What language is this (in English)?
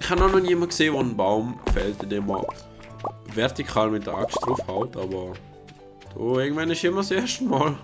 Swiss German